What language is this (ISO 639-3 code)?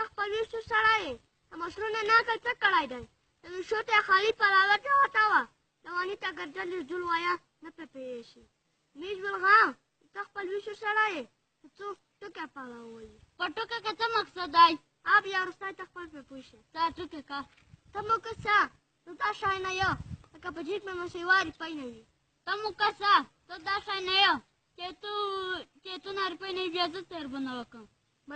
pus